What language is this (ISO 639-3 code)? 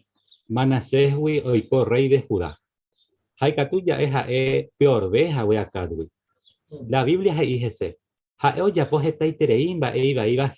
grn